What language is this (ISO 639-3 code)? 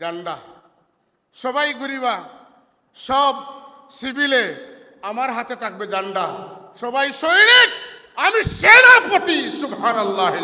syl